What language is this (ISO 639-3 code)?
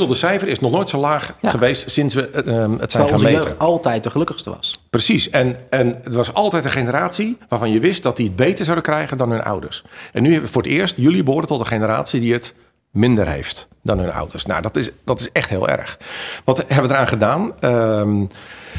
nld